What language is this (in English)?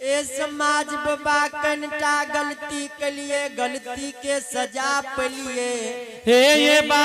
Angika